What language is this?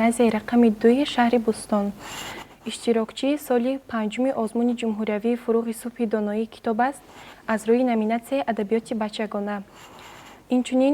Tajik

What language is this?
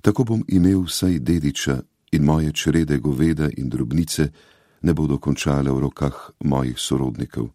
Slovenian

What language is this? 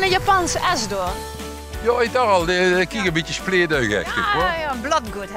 Limburgish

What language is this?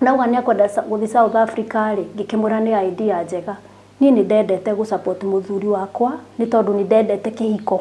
Kikuyu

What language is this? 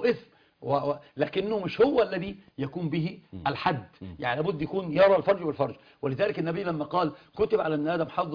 Arabic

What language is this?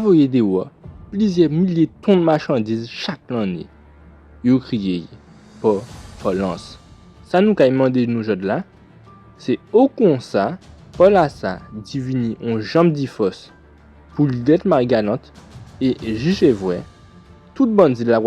Guadeloupean Creole French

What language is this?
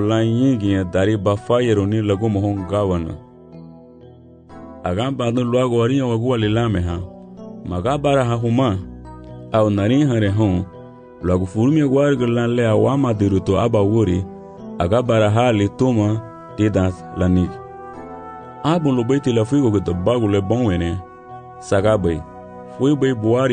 Garifuna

